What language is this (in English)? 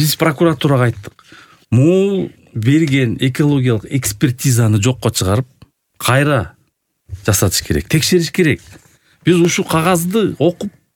Kyrgyz